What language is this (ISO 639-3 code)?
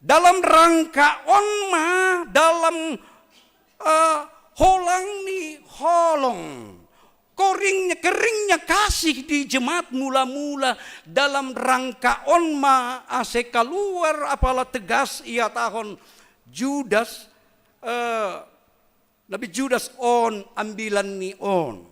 bts